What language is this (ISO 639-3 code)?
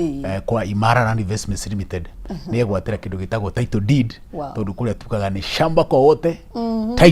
kik